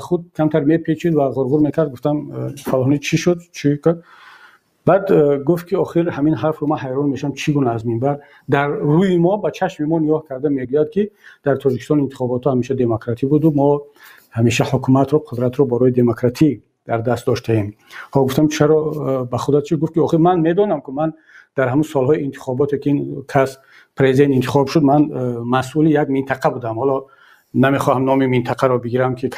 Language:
Tajik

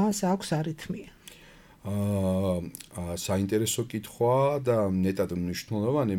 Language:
Georgian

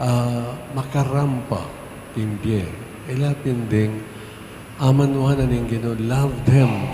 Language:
Pampanga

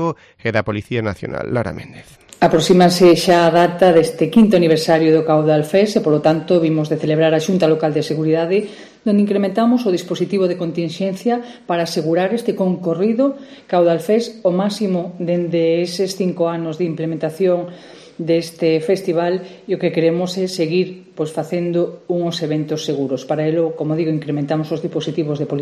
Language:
Galician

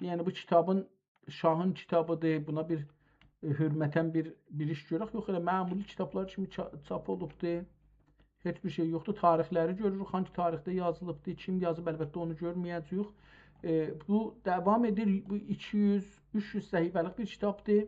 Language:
South Azerbaijani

